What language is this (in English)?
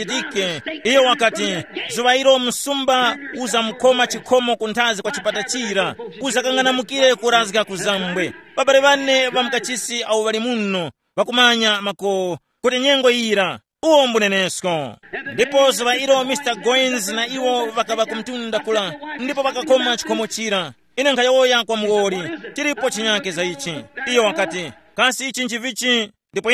Tumbuka